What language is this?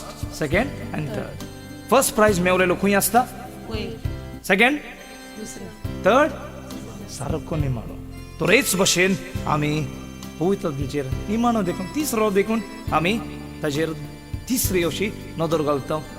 Konkani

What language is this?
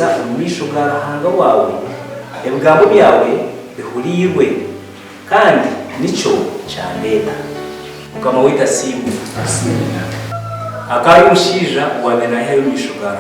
Nyankole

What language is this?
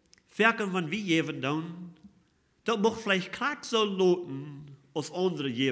Plautdietsch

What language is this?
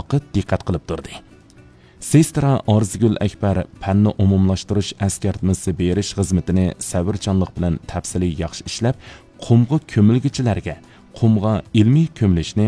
Uyghur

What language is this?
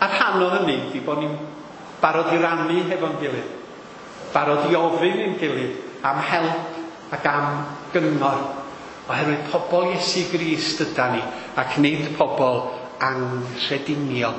Welsh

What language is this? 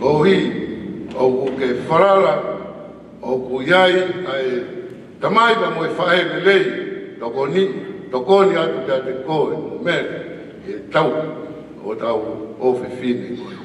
Tongan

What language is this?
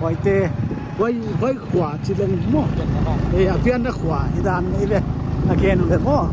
Paite Chin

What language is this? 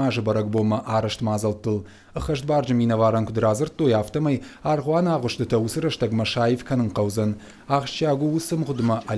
Ossetic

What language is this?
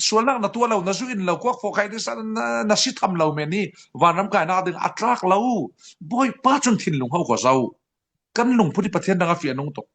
Falam Chin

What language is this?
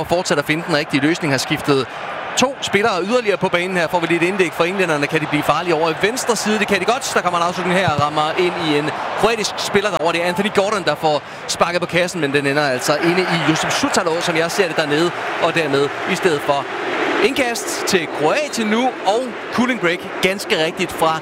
Danish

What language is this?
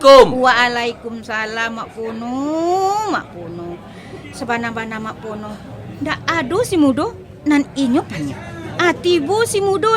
Minangkabau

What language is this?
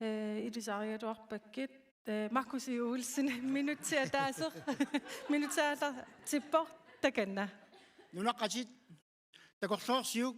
Kalaallisut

